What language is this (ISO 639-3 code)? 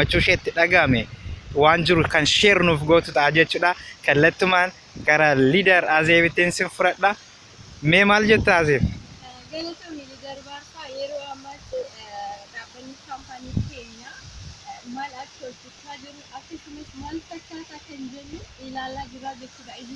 orm